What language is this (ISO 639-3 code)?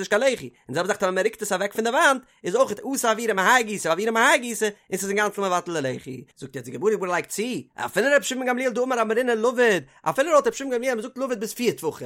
yid